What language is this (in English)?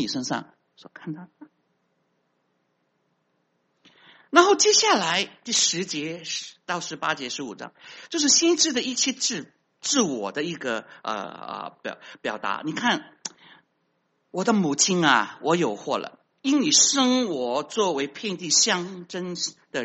Chinese